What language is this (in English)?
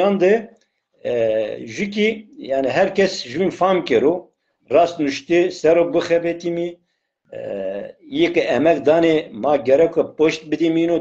Zaza